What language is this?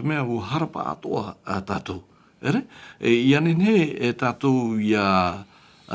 Tahitian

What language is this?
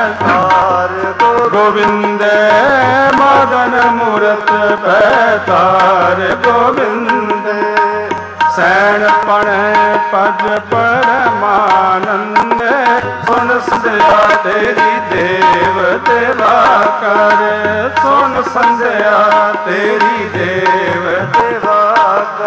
Punjabi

